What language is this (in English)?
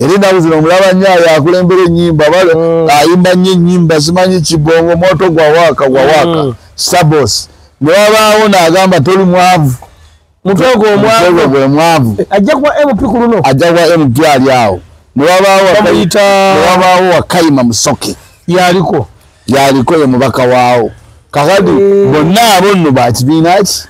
Ganda